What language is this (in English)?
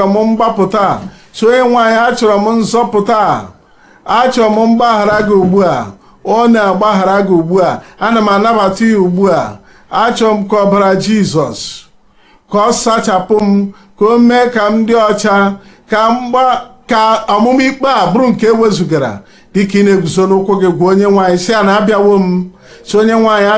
Igbo